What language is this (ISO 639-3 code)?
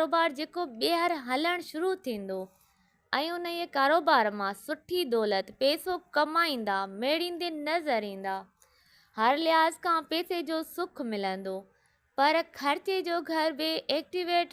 snd